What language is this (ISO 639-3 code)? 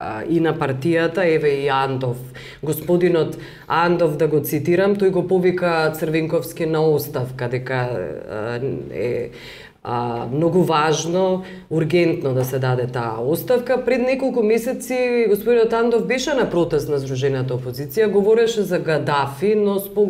mkd